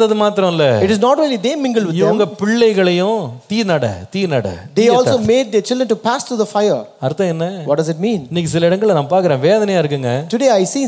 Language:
Tamil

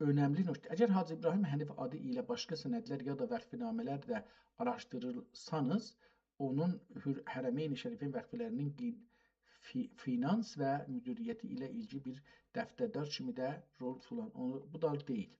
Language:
South Azerbaijani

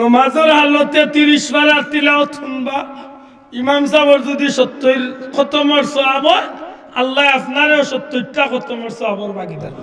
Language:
Sylheti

